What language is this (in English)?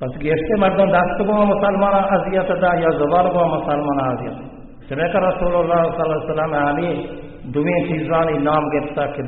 Baluchi